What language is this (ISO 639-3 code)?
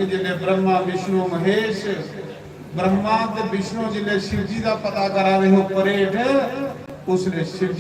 doi